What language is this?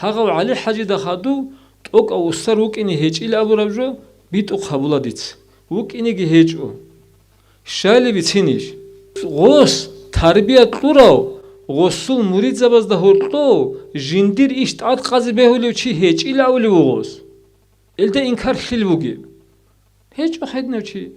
Avaric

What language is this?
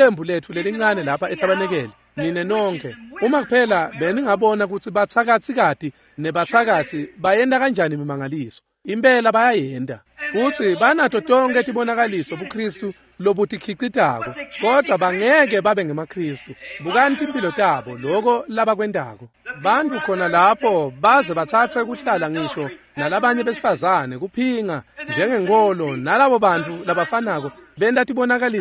Swati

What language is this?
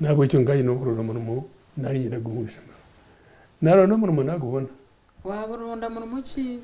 Nyankole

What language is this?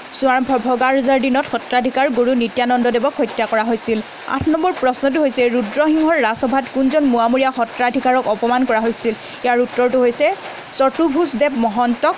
Assamese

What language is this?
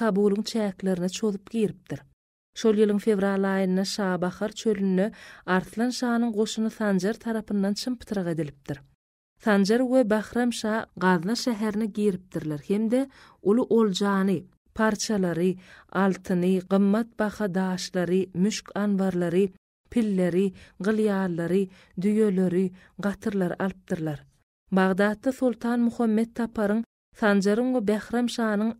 Turkmen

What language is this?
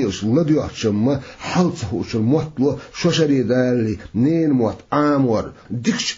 Chechen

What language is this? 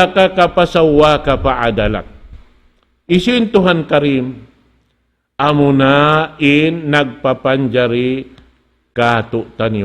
Tausug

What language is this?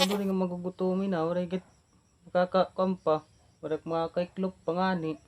Waray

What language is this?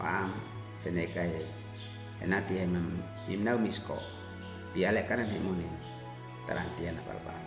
Uab Meto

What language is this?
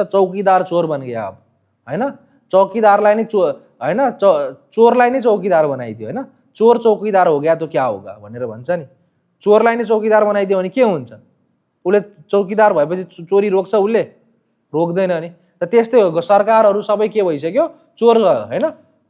Nepali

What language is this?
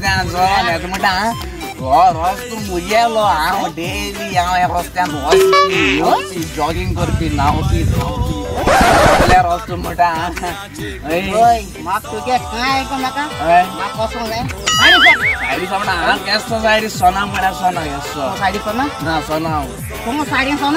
Konkani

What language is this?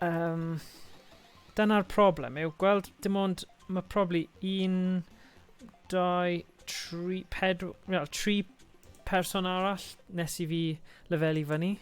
Welsh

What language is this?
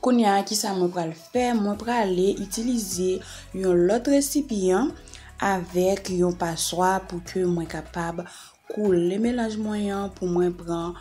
Haitian Creole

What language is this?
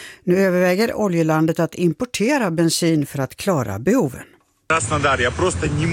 Swedish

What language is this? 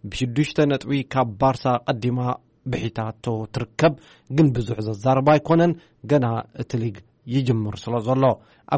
Tigrinya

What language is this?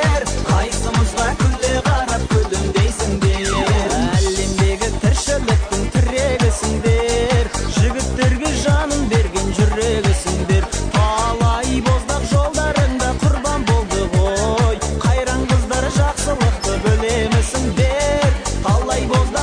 Bashkir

